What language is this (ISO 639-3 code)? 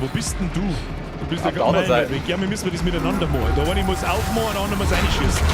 bar